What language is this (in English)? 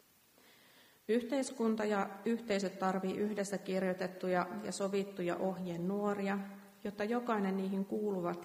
Finnish